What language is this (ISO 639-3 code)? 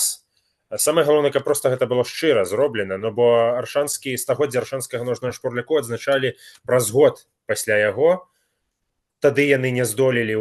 bel